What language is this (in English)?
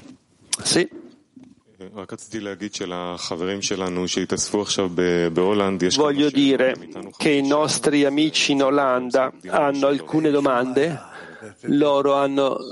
Italian